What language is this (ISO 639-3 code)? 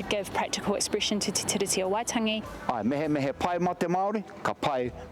mri